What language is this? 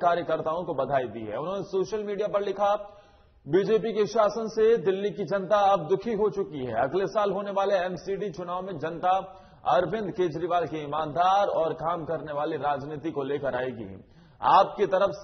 Hindi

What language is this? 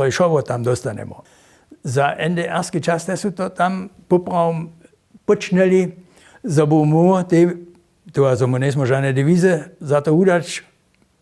Upper Sorbian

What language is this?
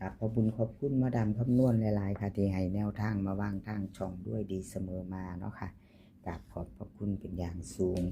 Lao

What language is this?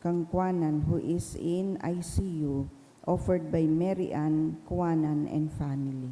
Bikol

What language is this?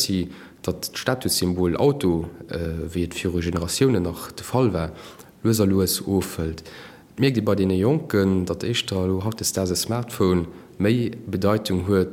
Luxembourgish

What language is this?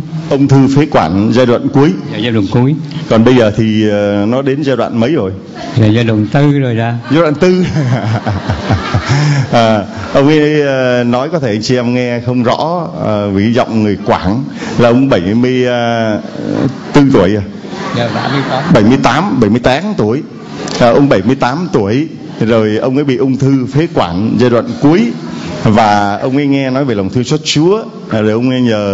Vietnamese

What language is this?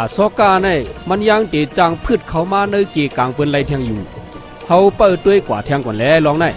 Shan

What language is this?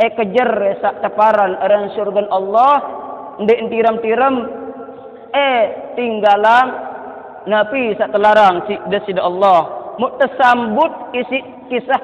Sasak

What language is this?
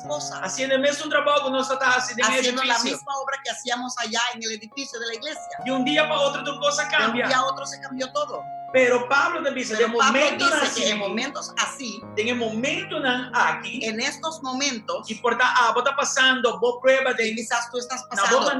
Papiamento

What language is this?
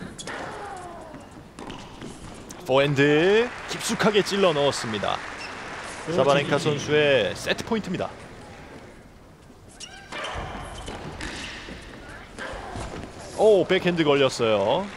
Korean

